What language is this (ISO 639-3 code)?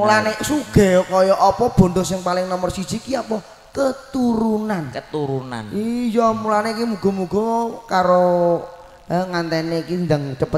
jav